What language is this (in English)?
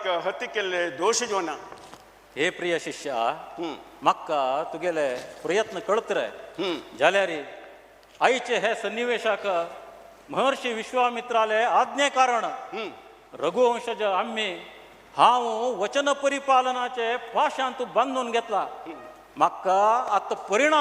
Konkani